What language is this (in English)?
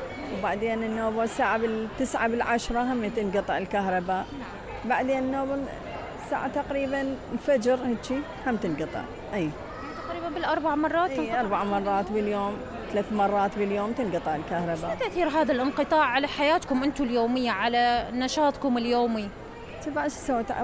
Mesopotamian Arabic